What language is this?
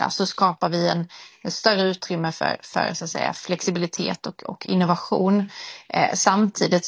Swedish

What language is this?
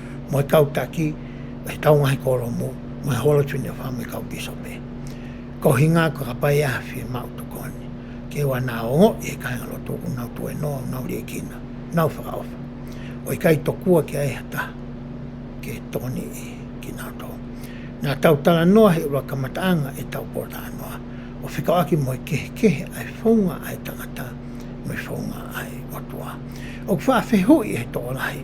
Tongan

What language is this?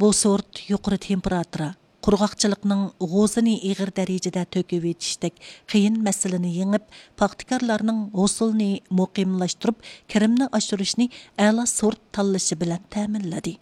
Uyghur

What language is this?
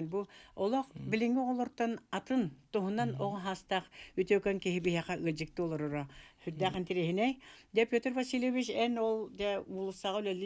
Yakut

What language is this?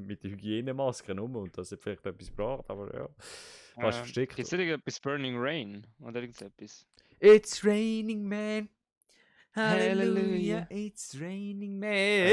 Swiss German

